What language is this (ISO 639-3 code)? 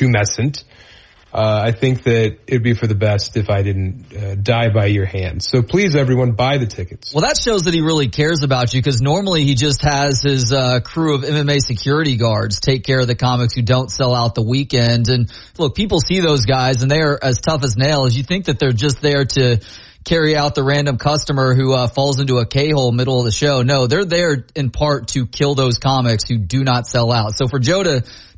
eng